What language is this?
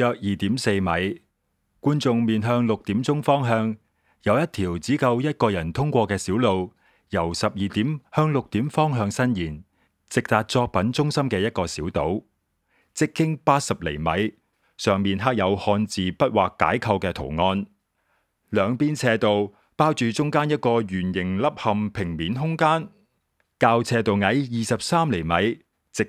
Cantonese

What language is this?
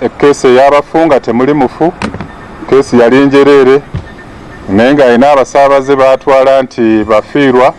Ganda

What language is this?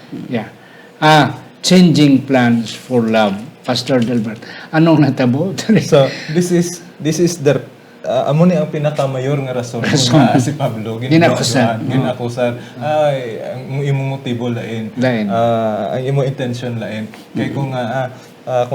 Hiligaynon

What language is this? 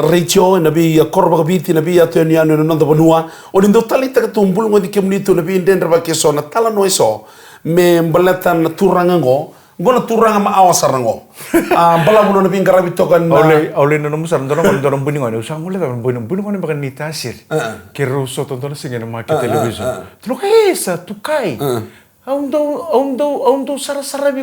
Fijian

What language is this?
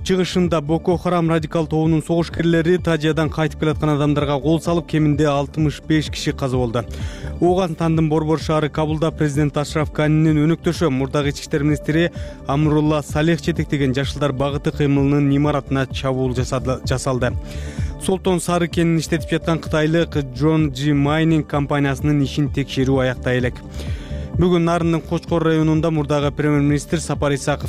Kyrgyz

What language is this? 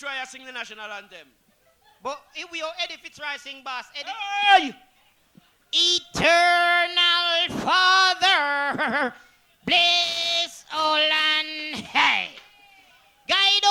Jamaican Creole English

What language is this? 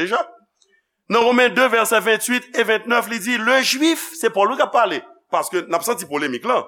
Haitian Creole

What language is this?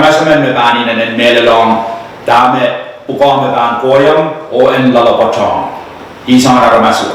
Pohnpeian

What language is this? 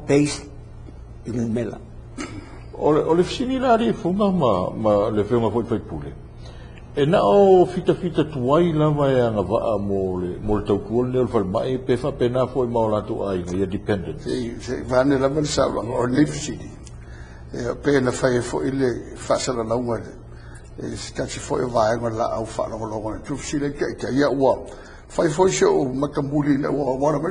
Samoan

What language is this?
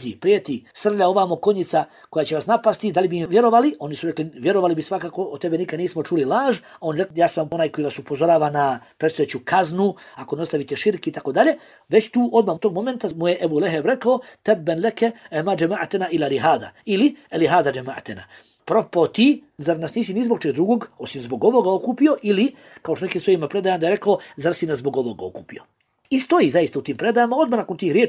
Bosnian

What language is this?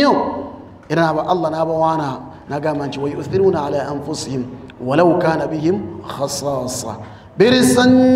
Ganda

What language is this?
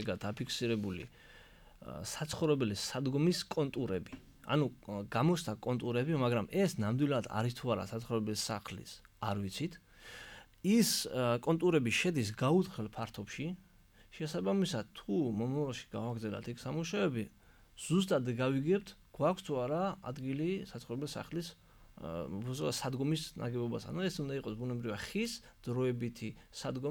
Georgian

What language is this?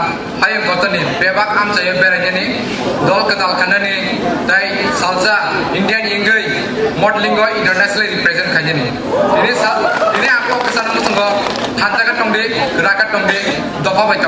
Kok Borok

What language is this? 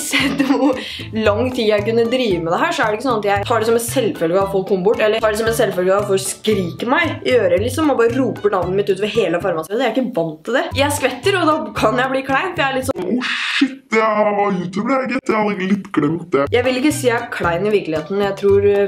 Norwegian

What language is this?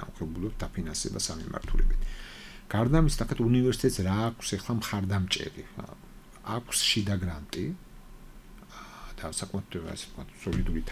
Georgian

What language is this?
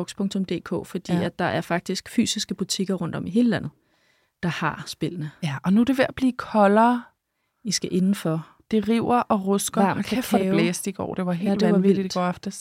Danish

